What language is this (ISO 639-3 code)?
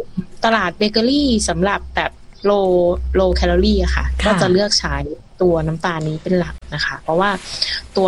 tha